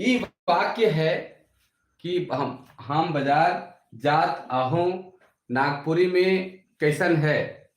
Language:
Sadri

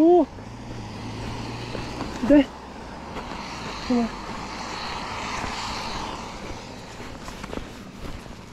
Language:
Norwegian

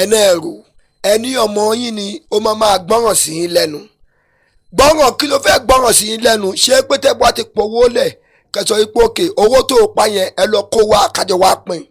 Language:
Yoruba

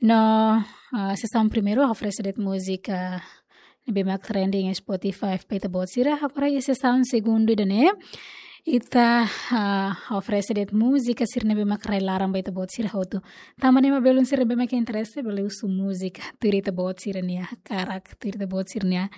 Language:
Tetum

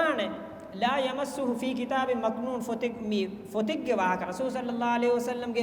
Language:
Divehi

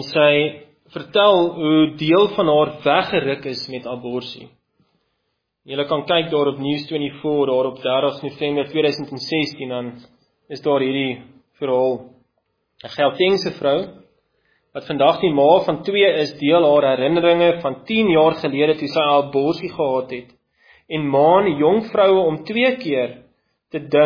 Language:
Afrikaans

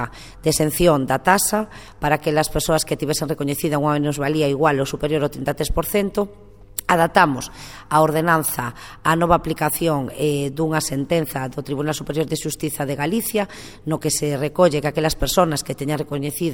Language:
Galician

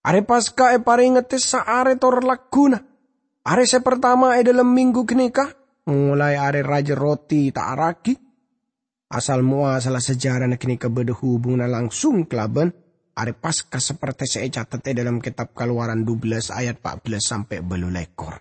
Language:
Madurese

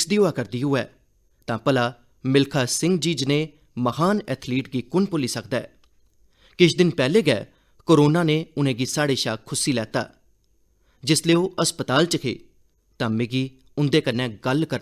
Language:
Dogri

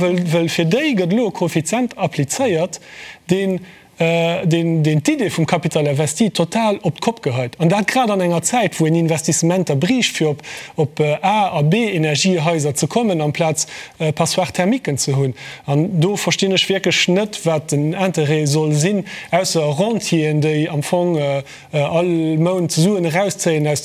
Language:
Luxembourgish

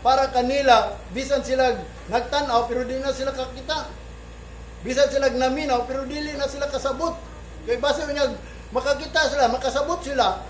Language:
Cebuano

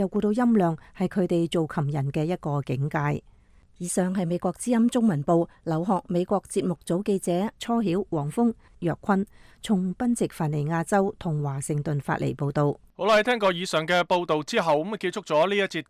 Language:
Cantonese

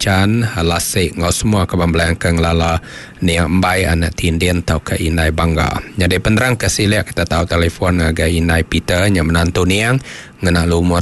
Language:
Iban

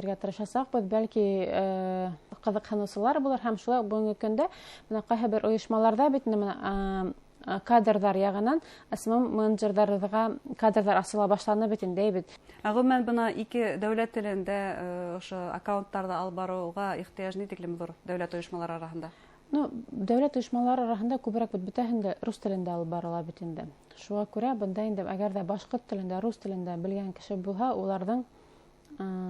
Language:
Bashkir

